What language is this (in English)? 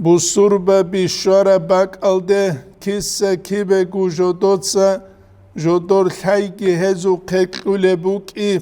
Avaric